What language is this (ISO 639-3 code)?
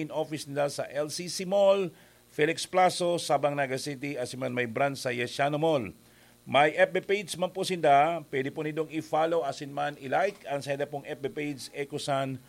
bik